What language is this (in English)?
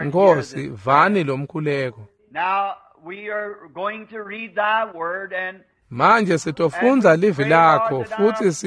Swati